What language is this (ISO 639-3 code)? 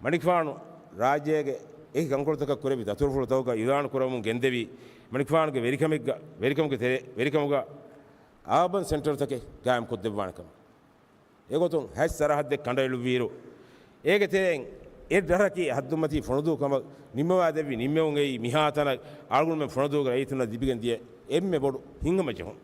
div